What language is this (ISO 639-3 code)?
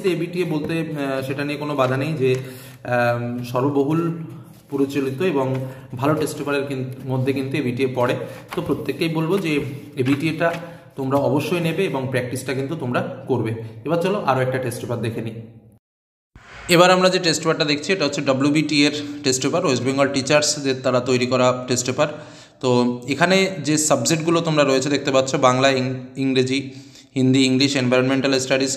ben